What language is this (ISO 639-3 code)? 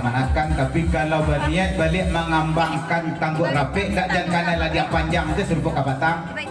min